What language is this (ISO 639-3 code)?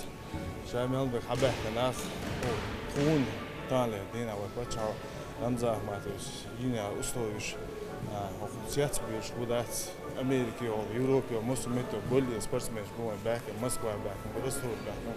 che